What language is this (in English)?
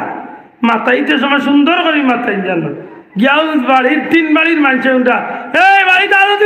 Sylheti